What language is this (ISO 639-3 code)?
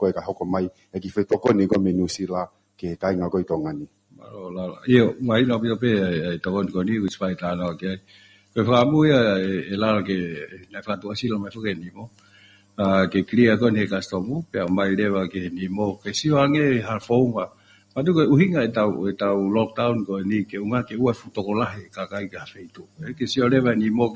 ton